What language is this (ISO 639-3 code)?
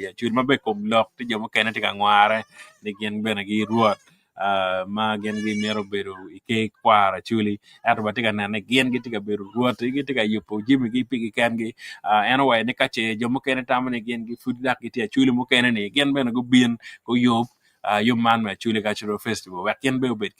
ach